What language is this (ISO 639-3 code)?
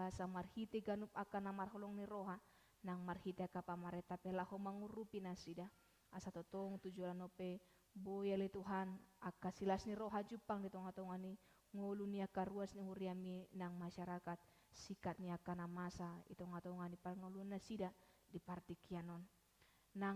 bbc